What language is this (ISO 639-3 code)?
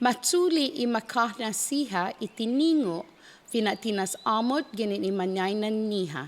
cha